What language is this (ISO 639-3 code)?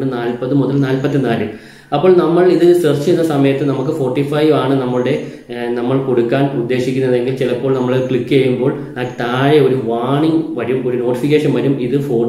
mal